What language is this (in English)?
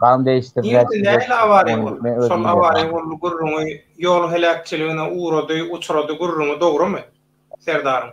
Turkmen